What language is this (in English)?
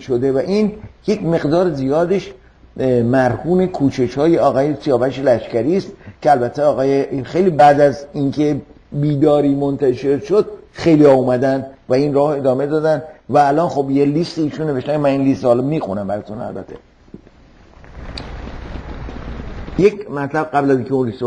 Persian